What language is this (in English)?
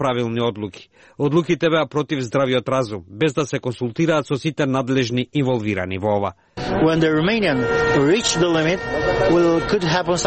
Macedonian